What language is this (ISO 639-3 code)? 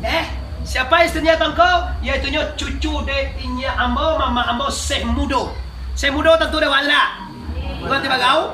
min